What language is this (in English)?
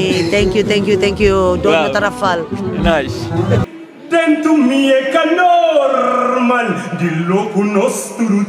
Kabuverdianu